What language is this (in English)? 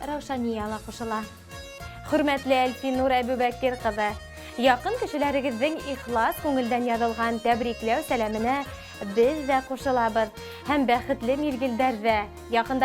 Bashkir